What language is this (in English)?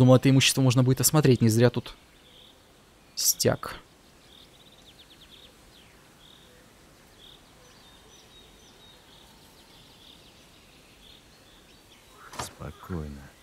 Russian